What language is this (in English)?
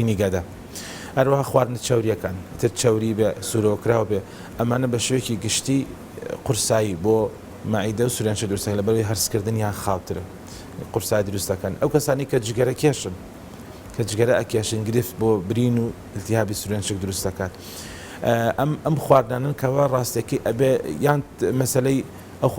Central Kurdish